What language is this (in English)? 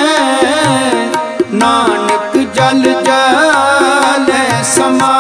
Punjabi